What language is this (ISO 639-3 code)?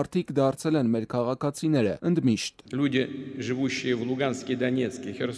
hye